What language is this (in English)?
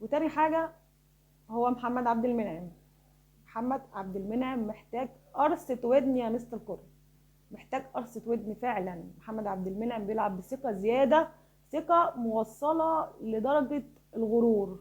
Egyptian Arabic